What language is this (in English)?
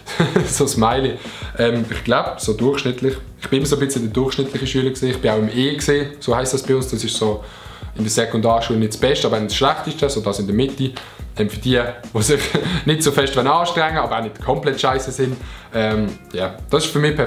Swiss German